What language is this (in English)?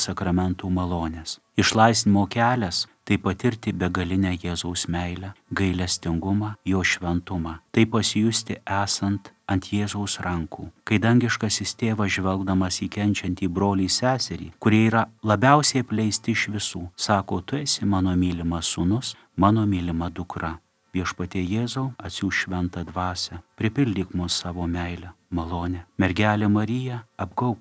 Lithuanian